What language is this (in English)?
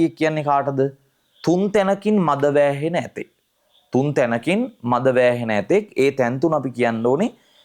Sinhala